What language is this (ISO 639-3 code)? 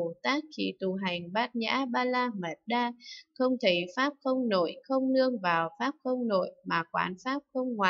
vie